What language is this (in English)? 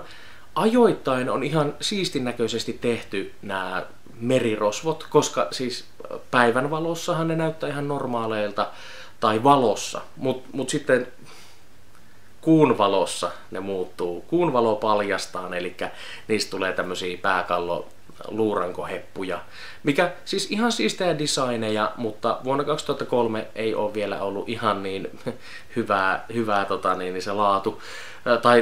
Finnish